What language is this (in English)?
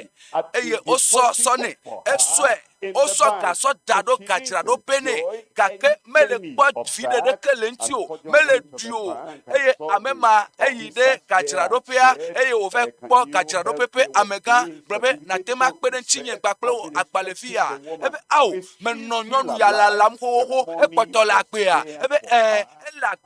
Ewe